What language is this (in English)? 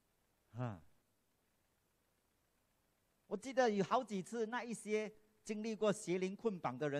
Chinese